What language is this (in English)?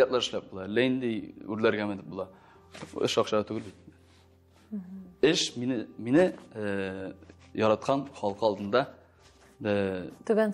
Tatar